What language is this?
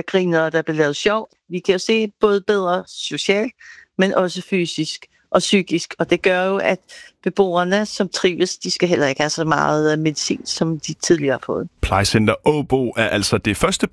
Danish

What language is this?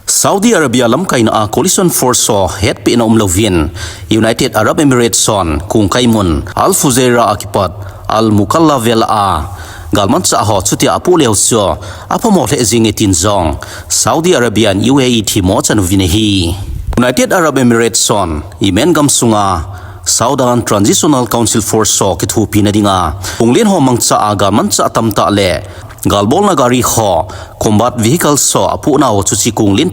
Thado Chin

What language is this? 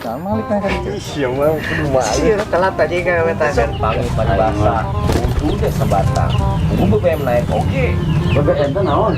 Sundanese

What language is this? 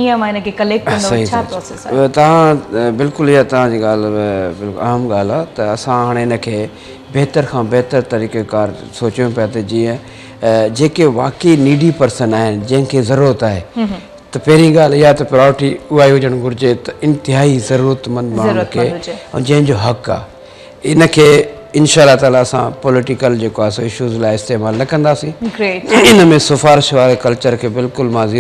Sindhi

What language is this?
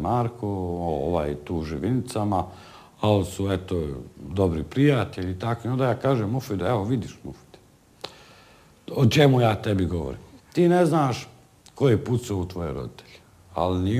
Bosnian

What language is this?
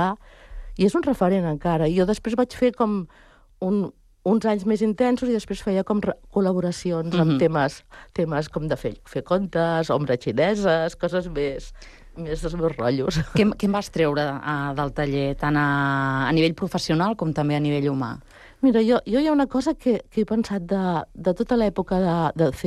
Catalan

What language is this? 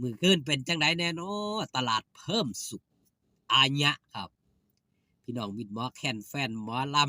Northeastern Thai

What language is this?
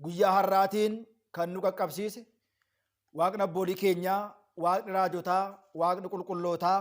Oromo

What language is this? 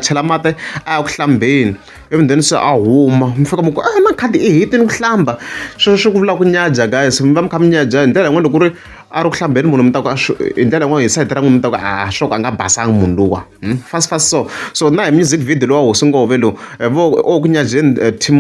Tsonga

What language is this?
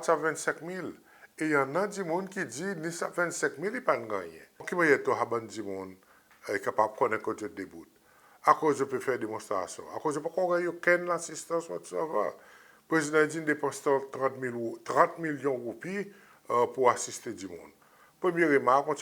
Seselwa Creole French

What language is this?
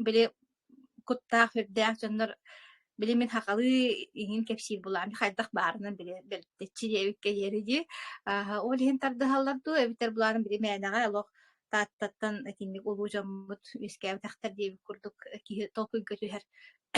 Yakut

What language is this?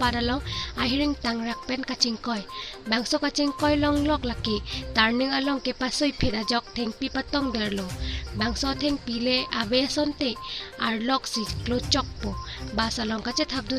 Karbi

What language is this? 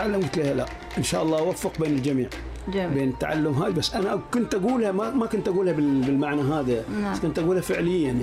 Arabic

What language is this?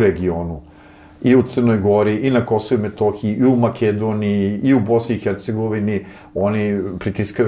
Serbian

